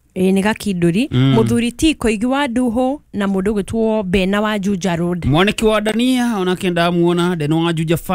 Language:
Kikuyu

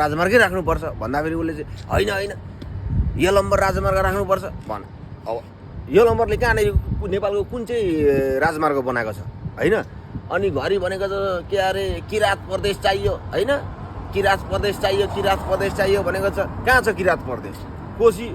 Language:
Nepali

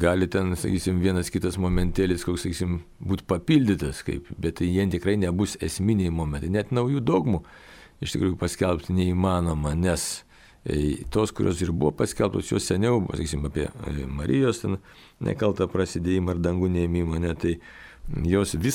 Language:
Lithuanian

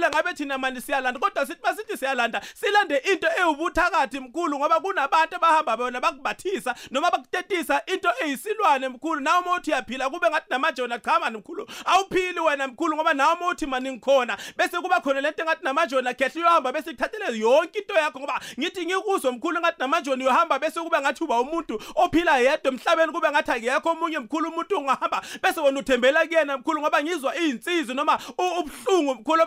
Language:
South Ndebele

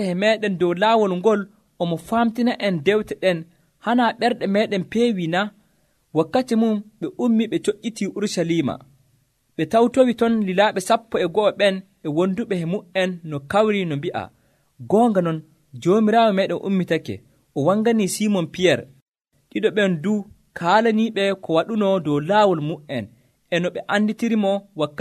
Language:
Nigerian Fulfulde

